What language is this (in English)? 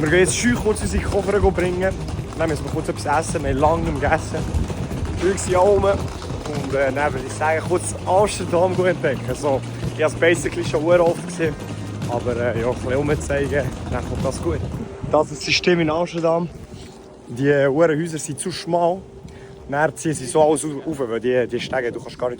Swiss German